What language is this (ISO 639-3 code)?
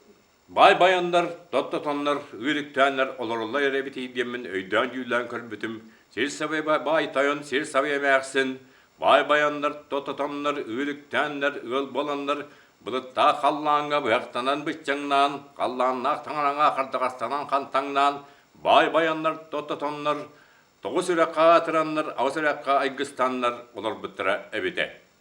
sah